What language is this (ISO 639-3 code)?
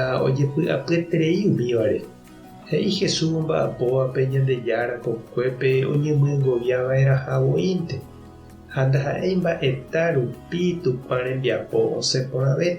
grn